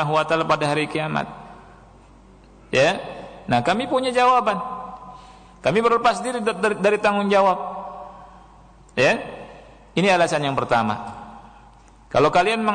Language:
Indonesian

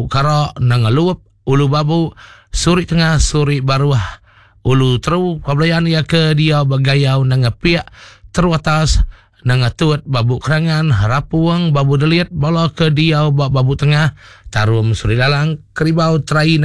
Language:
Iban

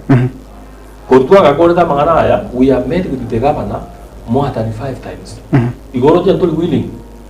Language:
Gusii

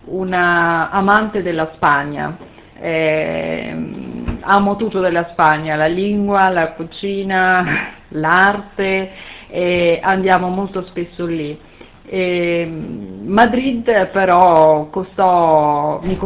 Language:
Italian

